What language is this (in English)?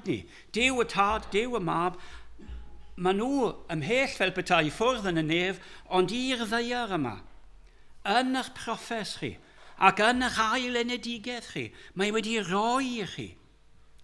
Welsh